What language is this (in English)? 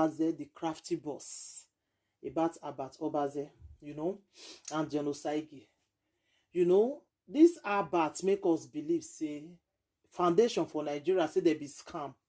Nigerian Pidgin